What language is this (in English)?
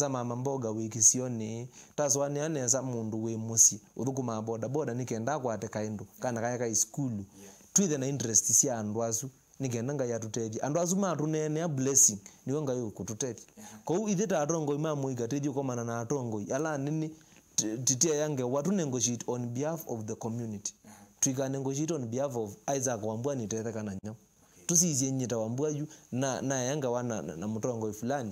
Kamba